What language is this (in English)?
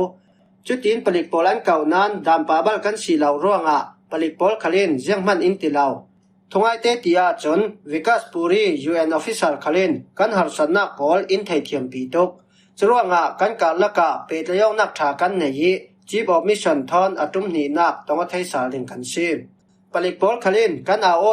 Falam Chin